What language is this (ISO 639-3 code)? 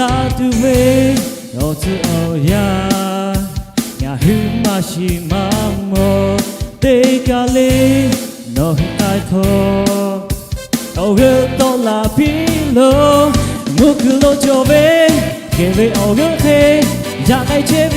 lhu